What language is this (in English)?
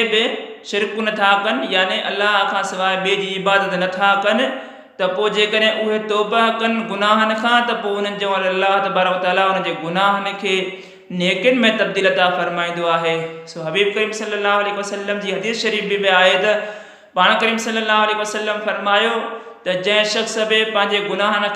Sindhi